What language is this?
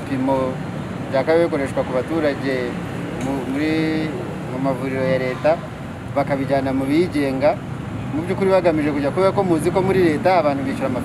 Kinyarwanda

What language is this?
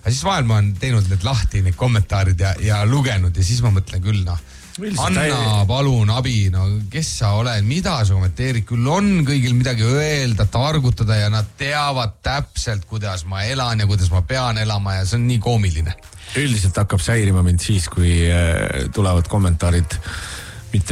Estonian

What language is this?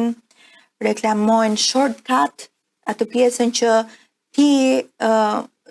Albanian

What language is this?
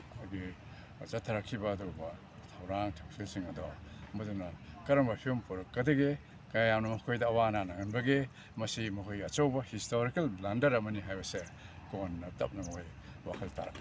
Manipuri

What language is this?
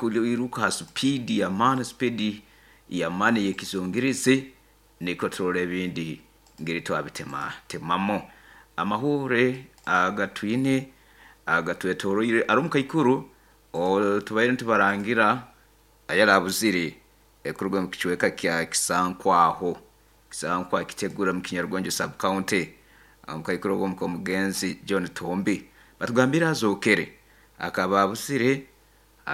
Nyoro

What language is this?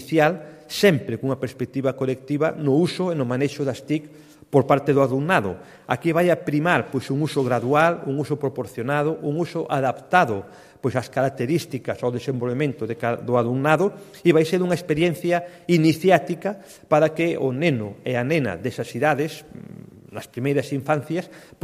Galician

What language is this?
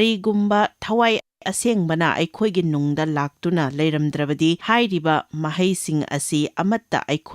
Manipuri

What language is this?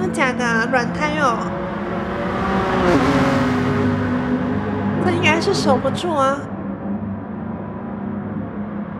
Chinese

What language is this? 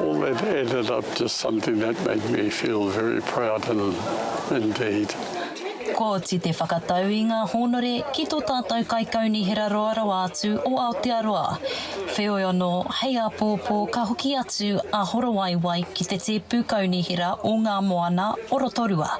Māori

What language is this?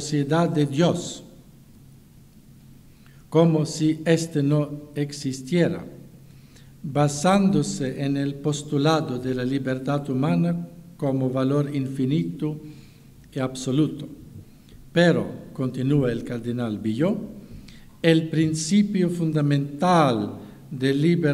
Spanish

